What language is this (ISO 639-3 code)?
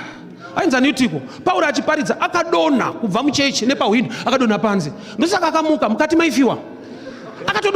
sna